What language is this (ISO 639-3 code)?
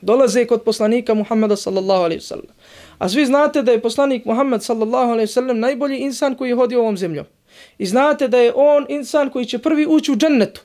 bos